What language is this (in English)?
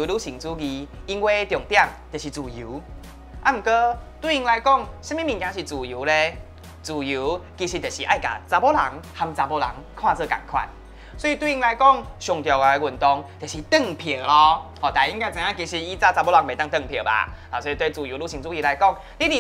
Min Nan Chinese